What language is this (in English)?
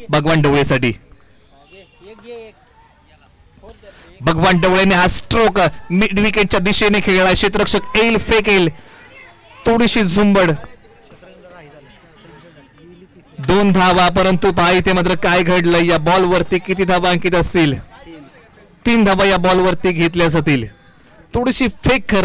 Marathi